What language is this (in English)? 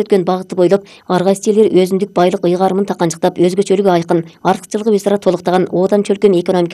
Kyrgyz